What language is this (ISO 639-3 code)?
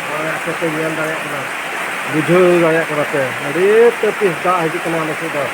sat